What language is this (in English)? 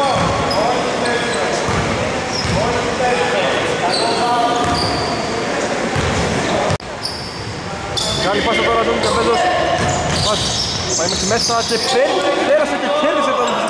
Greek